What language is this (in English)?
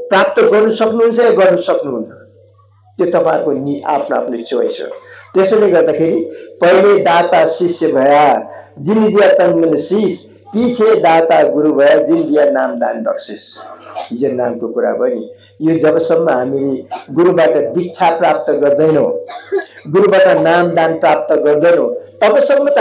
Nepali